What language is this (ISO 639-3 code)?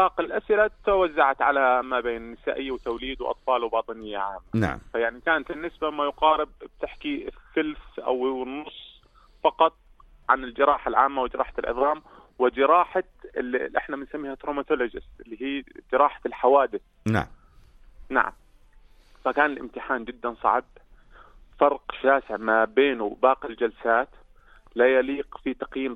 apc